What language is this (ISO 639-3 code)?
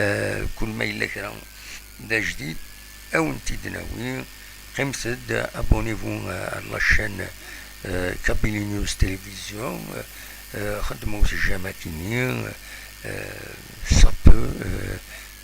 kab